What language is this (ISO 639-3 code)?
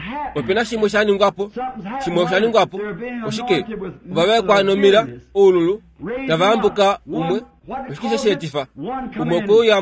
kua